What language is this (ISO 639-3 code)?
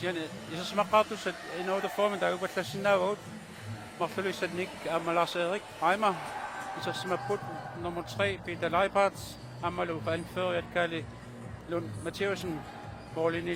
kal